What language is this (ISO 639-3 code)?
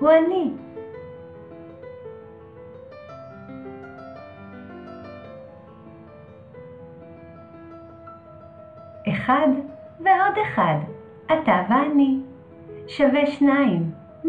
heb